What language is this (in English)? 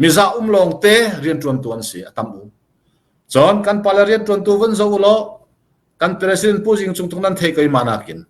Falam Chin